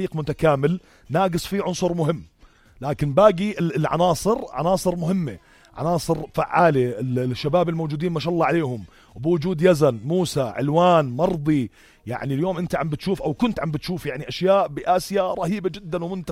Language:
North Levantine Arabic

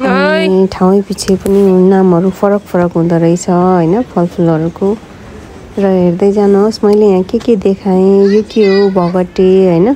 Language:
Nepali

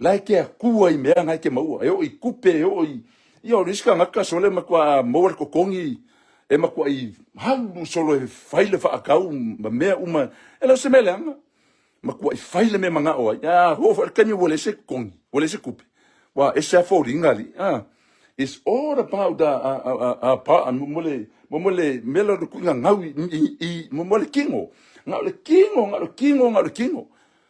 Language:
Samoan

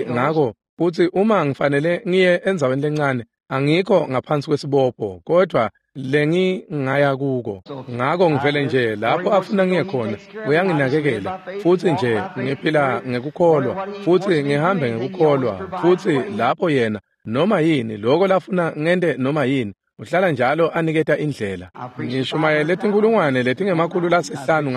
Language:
Swati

